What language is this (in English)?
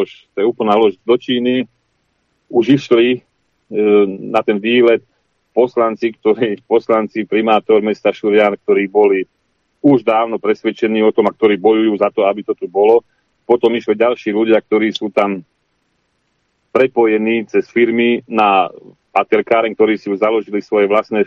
Slovak